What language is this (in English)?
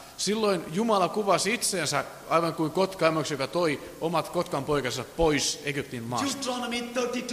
Finnish